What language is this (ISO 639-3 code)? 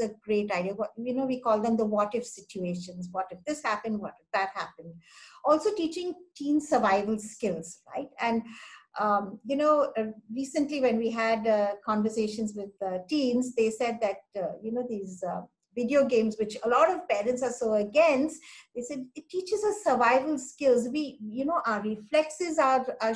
eng